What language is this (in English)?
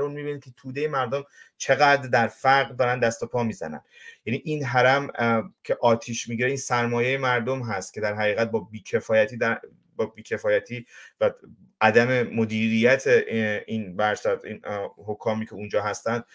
Persian